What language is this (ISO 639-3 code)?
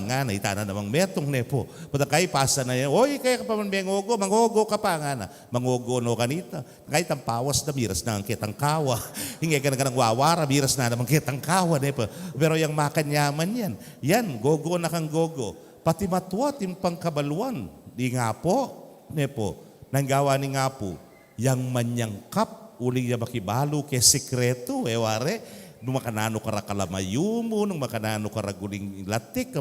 pam